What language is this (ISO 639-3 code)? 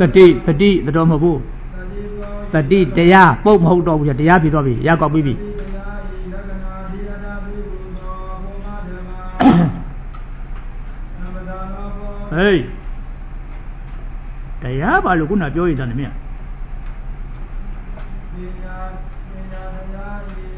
mya